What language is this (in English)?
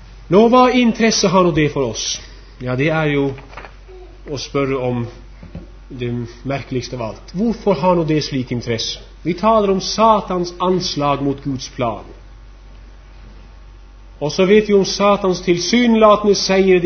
Norwegian